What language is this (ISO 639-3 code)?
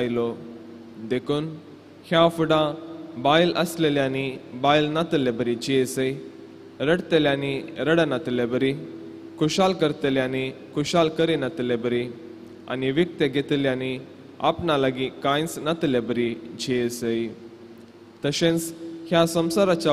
kok